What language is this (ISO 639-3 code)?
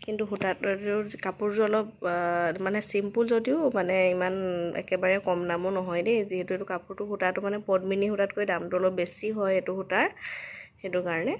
asm